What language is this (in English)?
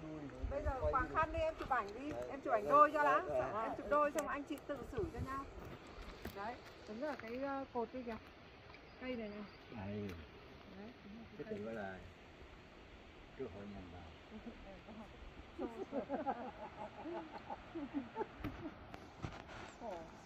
Vietnamese